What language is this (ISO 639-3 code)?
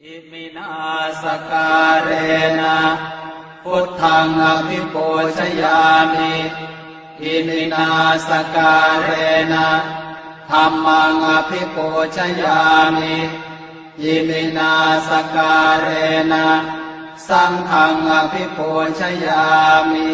pli